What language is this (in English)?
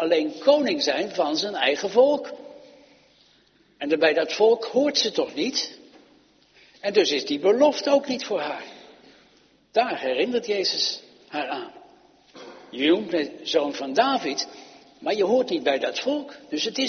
Dutch